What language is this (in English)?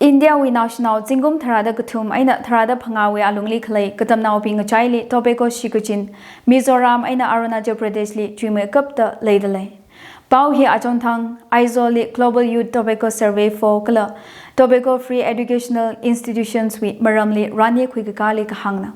Tangkhul Naga (India)